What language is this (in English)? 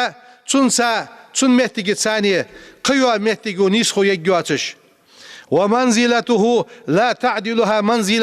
Ingush